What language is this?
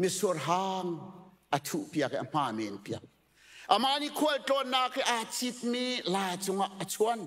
Hakha Chin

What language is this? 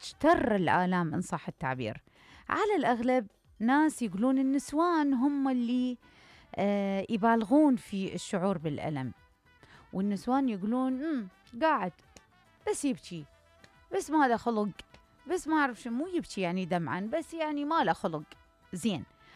Mesopotamian Arabic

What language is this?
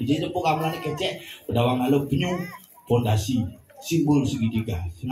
Balinese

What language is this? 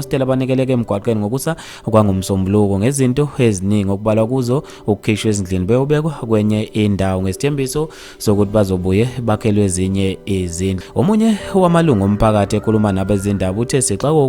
Zulu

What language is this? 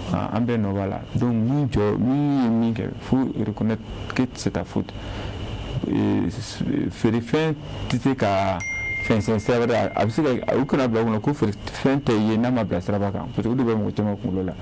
Bambara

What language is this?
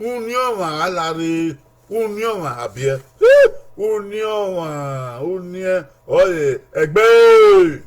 Bini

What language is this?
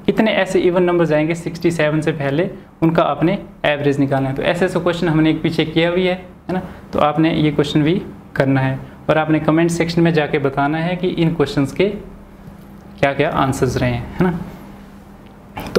Hindi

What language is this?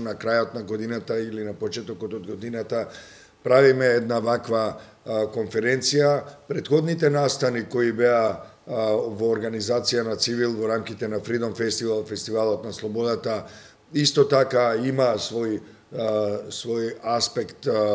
Macedonian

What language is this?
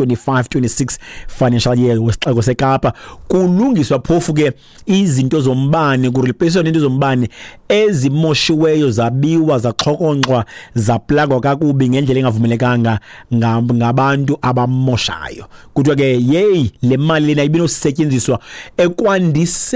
Xhosa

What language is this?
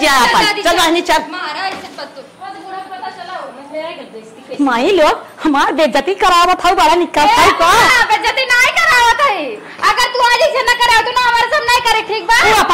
Awadhi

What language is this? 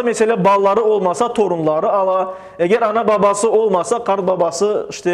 Crimean Tatar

